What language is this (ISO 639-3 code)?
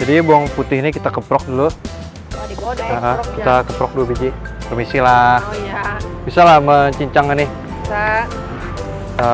bjn